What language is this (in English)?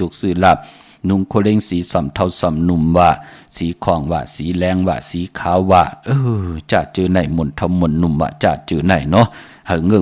Shan